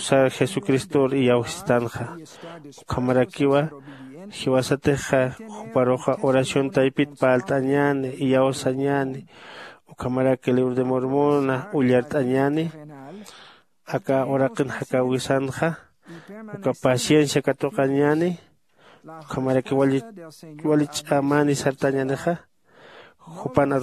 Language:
Aymara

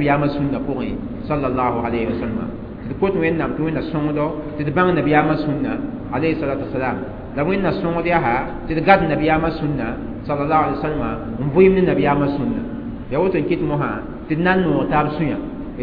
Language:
Mossi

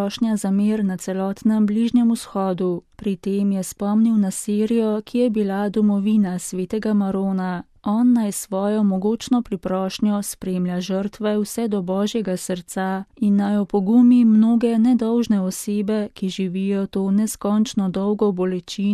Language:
Slovenian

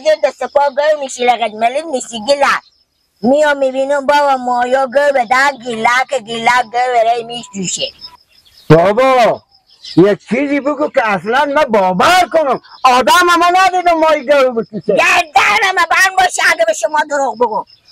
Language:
Persian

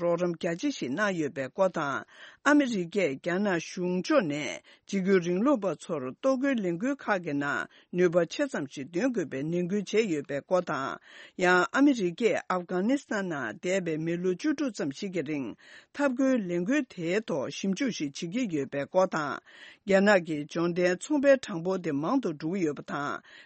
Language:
Tibetan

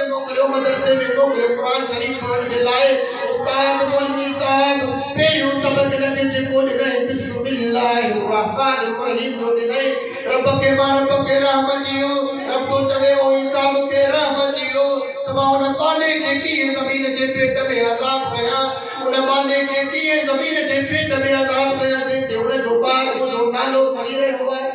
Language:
Sindhi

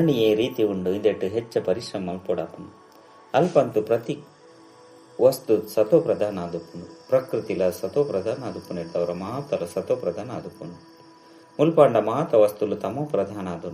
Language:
Tulu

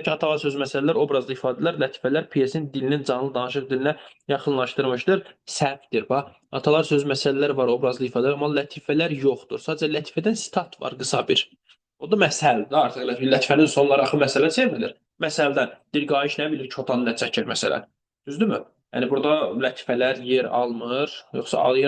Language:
Azerbaijani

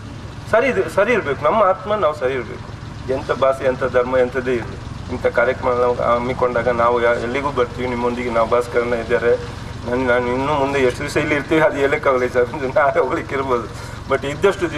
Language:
Kannada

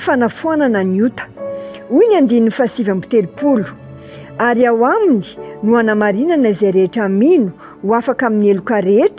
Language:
Malagasy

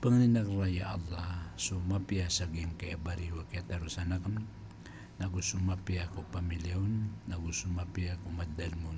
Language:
Maranao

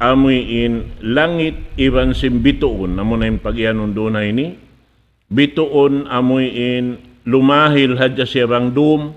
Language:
Tausug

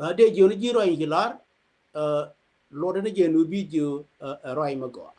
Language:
Nuer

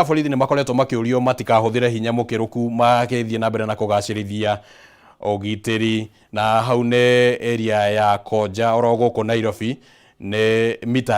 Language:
Kikuyu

